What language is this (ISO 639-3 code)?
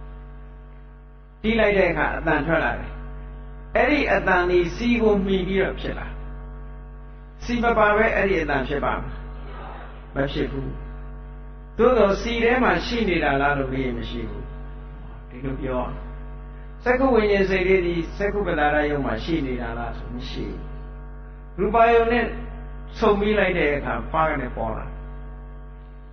mya